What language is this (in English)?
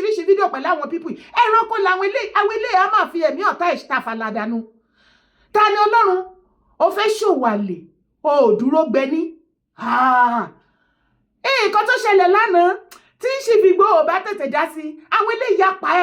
Yoruba